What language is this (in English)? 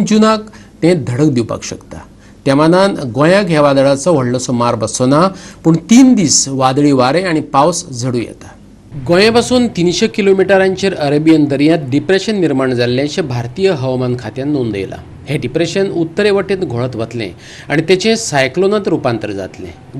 Konkani